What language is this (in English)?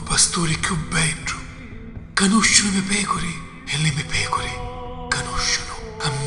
Sicilian